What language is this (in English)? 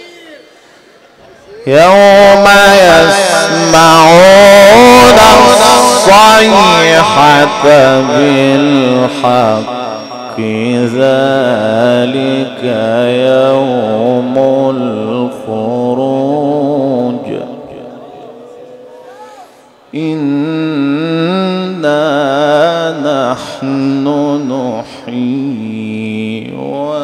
Arabic